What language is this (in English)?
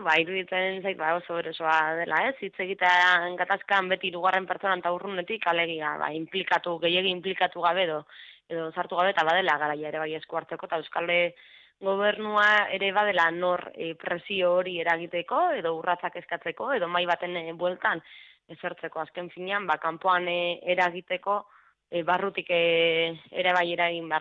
Basque